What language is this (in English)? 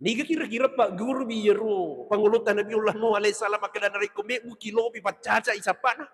Buginese